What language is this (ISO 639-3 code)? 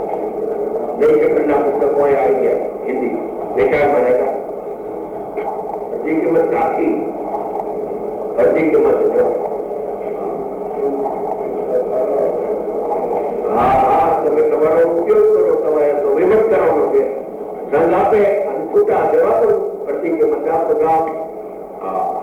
guj